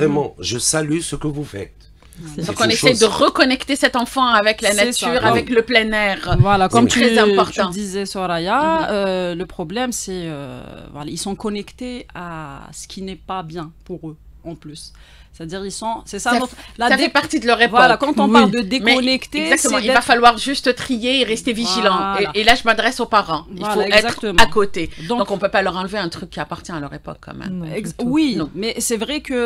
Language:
French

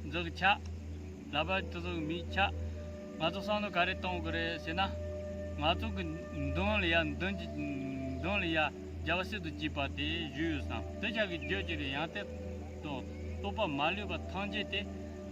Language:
Tibetan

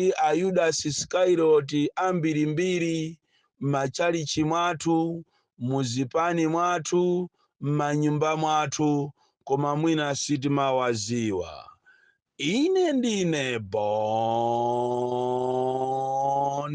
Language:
Nyanja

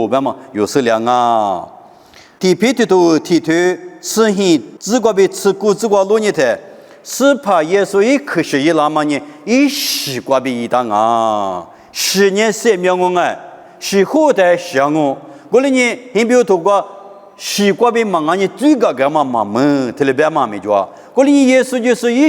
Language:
Lisu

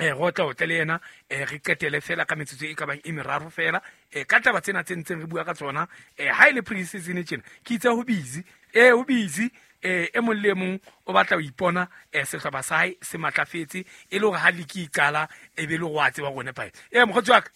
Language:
Southern Sotho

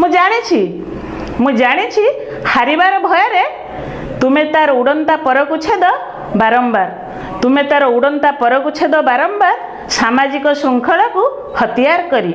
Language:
Odia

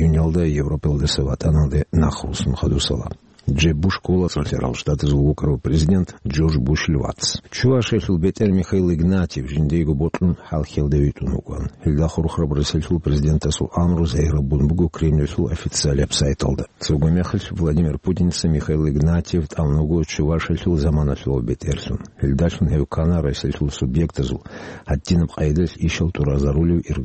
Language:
Avaric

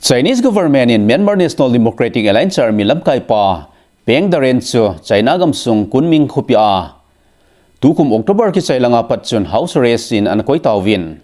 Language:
Thado Chin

